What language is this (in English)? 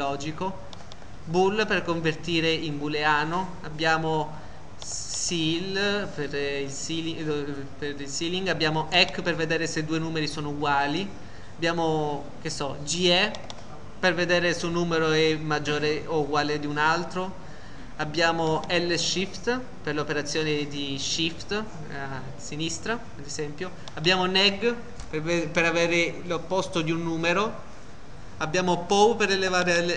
Italian